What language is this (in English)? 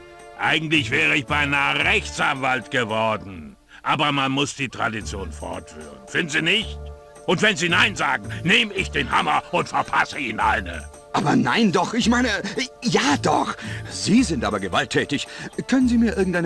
Bavarian